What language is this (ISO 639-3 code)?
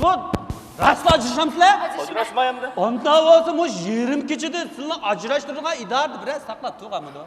uig